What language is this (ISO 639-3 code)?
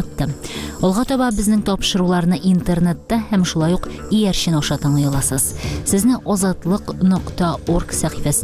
tat